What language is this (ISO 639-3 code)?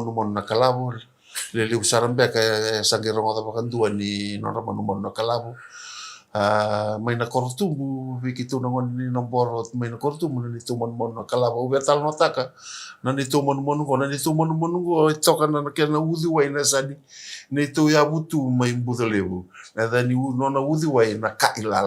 fij